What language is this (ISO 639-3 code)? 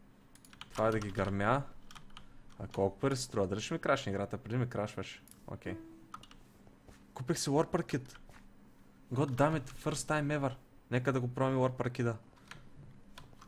bul